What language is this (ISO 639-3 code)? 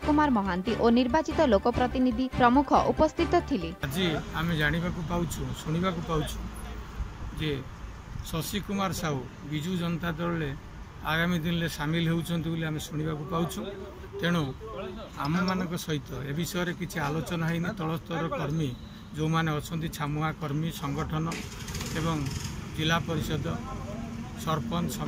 ori